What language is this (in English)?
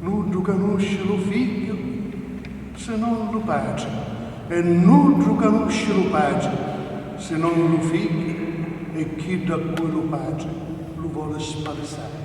Sicilian